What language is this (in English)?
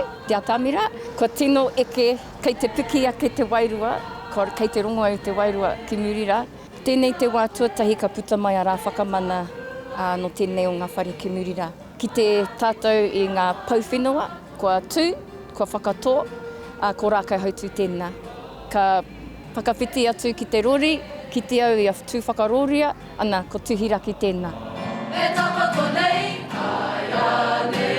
Māori